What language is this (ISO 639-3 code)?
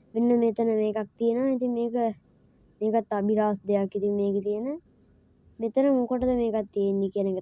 sin